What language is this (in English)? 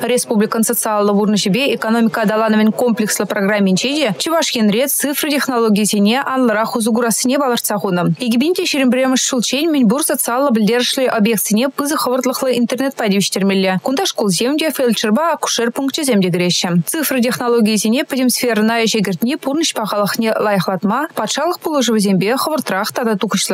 Chuvash